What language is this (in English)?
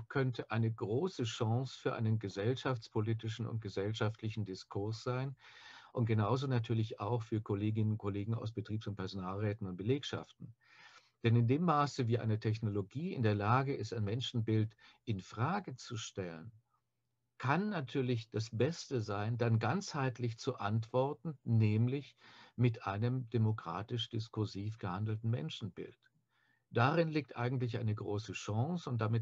German